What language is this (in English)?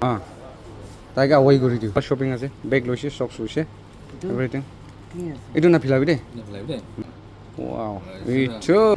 Naga Pidgin